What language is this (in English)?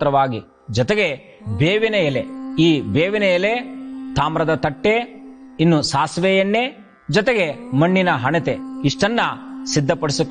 Kannada